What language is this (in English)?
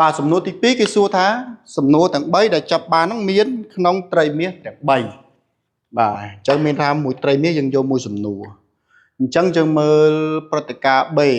Khmer